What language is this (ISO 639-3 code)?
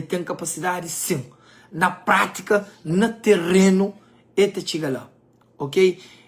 kea